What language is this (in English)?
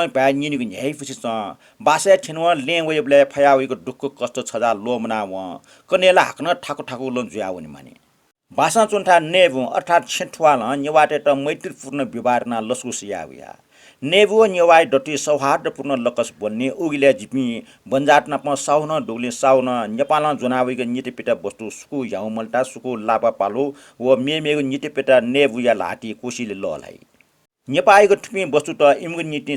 Newari